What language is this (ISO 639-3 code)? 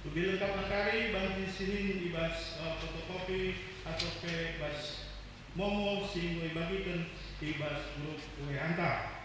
btx